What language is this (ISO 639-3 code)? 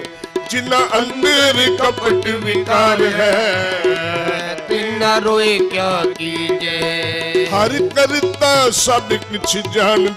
pan